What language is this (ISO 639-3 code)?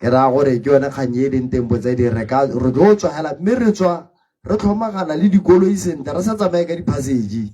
tsn